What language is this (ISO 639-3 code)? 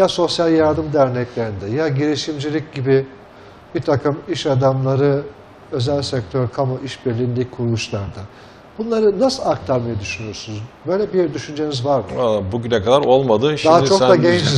tur